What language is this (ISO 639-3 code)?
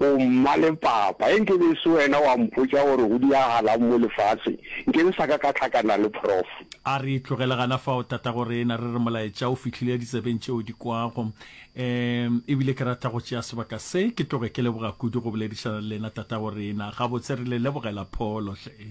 nso